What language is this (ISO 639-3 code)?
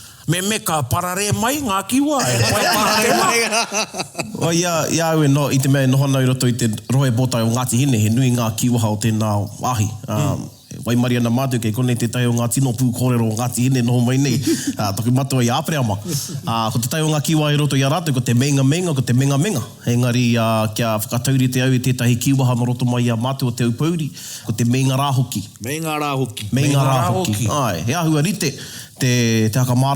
mri